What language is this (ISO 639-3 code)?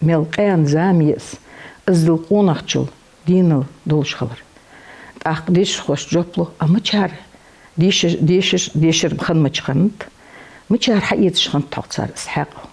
inh